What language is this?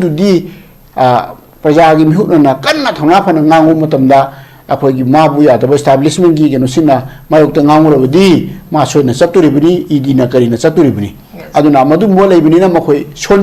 Manipuri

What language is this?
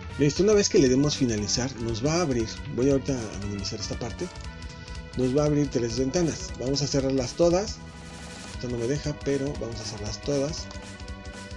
Spanish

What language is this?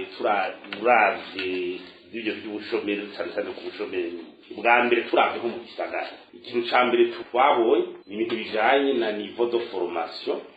Rundi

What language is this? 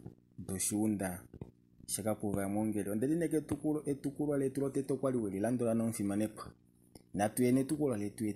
Kuanyama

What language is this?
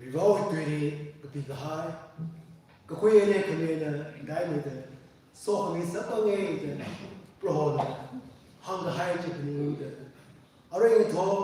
Tangkhul Naga (India)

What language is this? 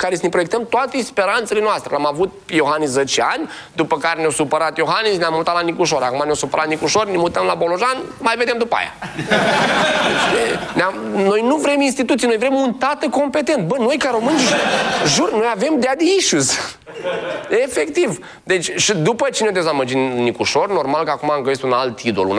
Romanian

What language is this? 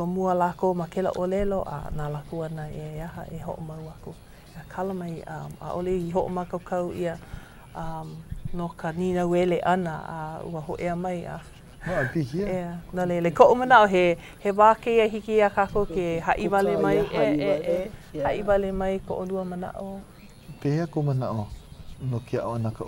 Hawaiian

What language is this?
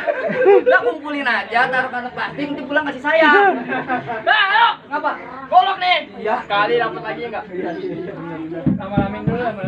Betawi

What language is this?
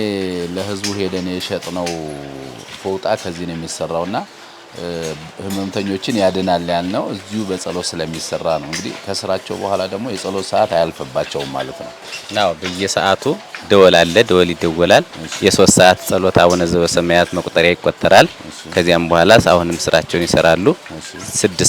Amharic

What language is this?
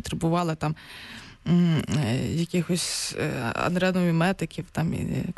Ukrainian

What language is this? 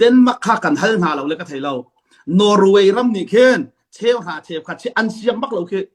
Hakha Chin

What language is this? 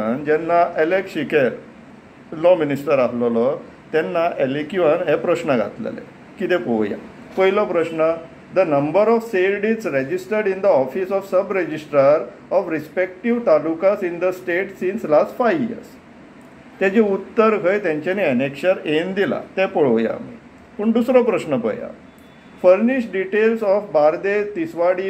Konkani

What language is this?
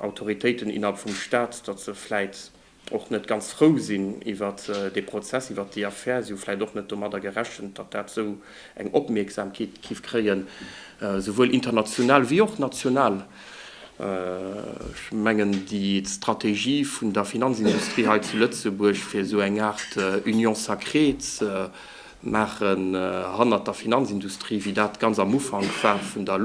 Luxembourgish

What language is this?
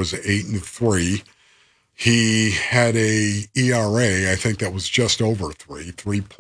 English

